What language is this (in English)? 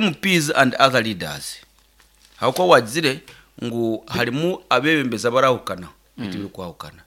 Nyankole